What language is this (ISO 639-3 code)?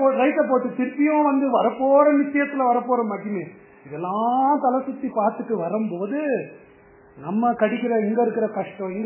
tam